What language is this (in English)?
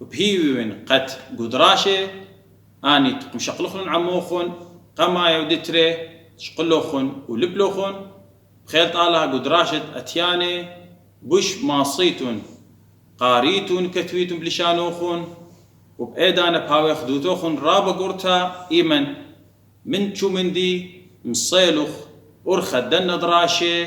Assyrian Neo-Aramaic